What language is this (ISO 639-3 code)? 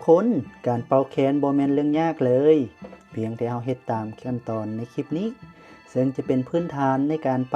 lao